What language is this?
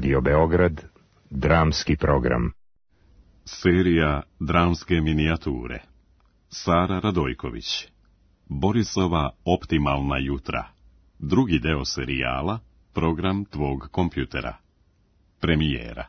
Serbian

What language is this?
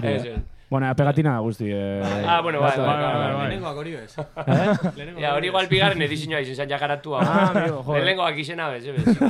Basque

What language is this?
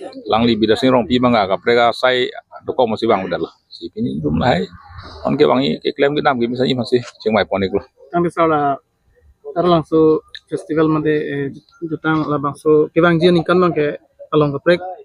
Karbi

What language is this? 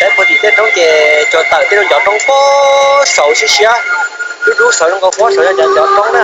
Hmong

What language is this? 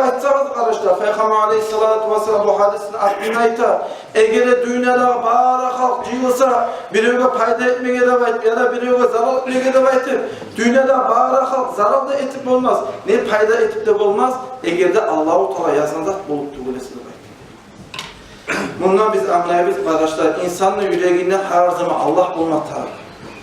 Kumyk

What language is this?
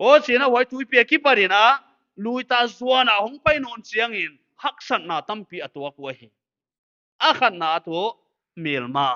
Paite Chin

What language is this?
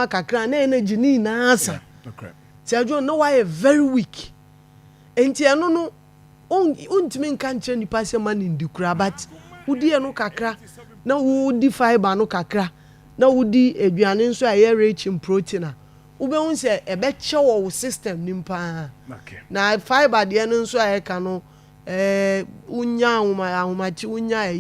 Akan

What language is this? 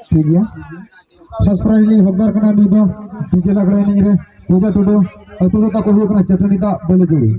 Santali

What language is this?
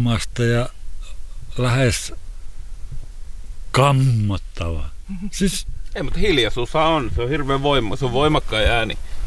Finnish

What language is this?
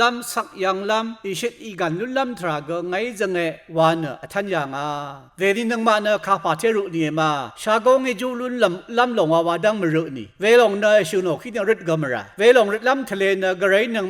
Rawang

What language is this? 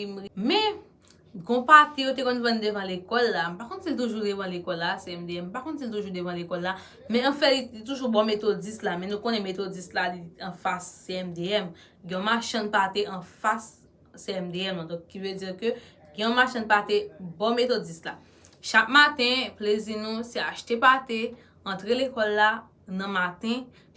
Haitian Creole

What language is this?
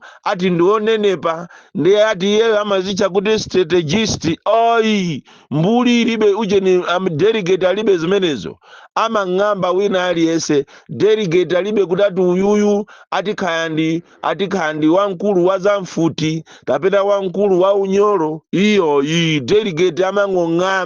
Nyanja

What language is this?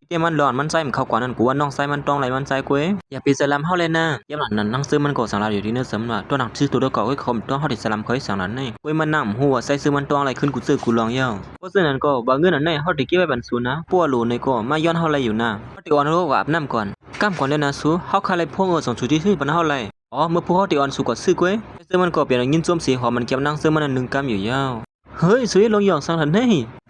Shan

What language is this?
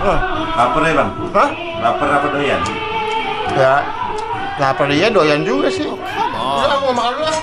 Betawi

